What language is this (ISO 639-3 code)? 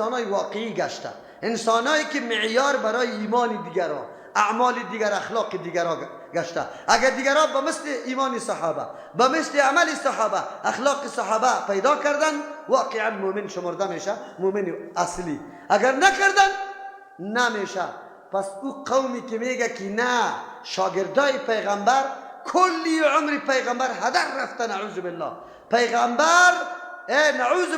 fas